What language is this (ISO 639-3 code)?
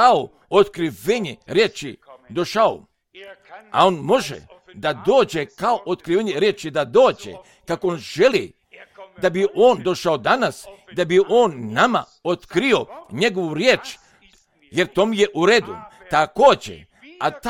srp